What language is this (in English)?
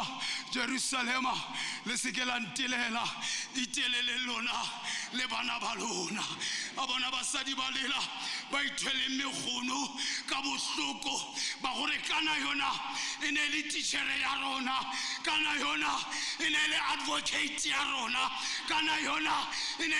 Tswana